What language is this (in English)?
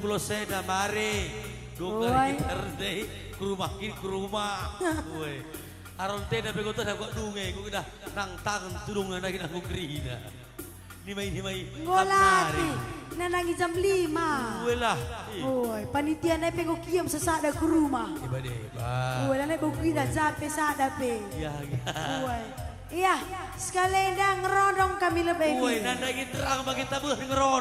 Batak Karo